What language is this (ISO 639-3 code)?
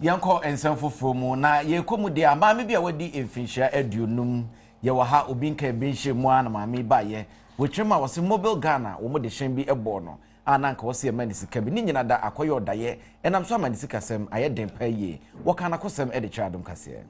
aka